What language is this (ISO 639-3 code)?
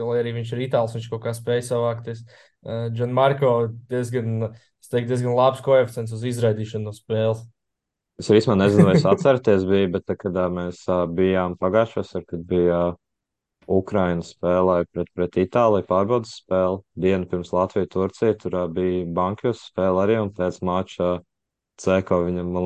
lav